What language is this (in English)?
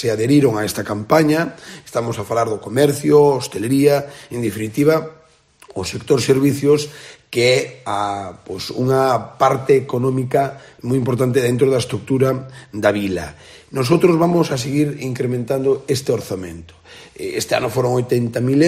Galician